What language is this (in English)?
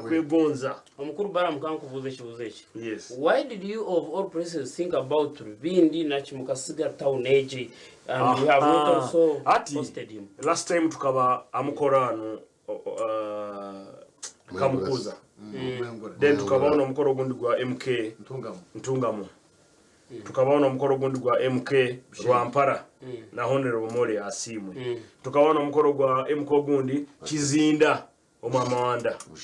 Nyankole